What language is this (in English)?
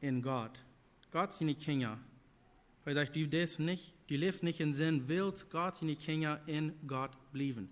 Plautdietsch